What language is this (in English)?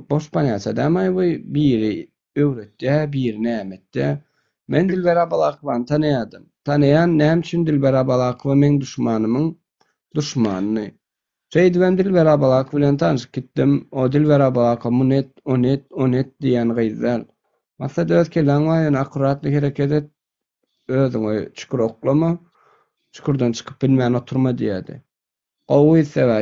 Turkmen